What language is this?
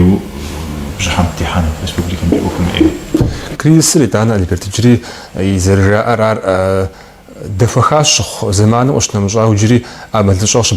Kabardian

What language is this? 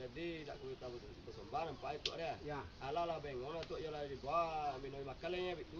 Minangkabau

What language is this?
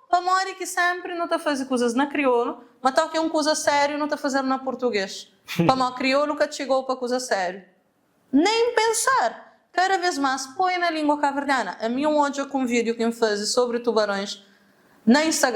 Kabuverdianu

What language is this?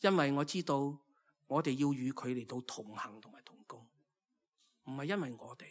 Cantonese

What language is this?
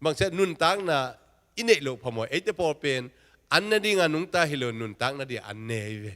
Tedim Chin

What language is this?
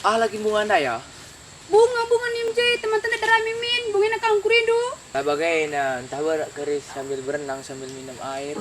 Batak Karo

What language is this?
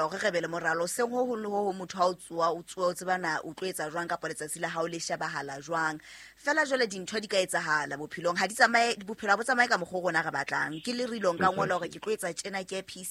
Southern Sotho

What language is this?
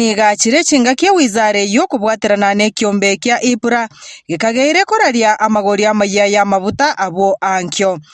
Gusii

